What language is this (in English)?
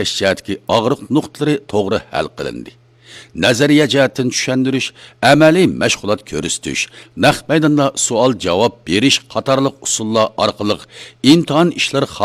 Uyghur